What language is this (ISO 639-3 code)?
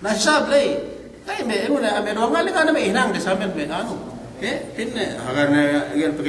yka